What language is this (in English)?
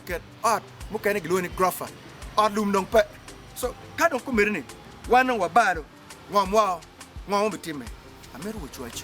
Acoli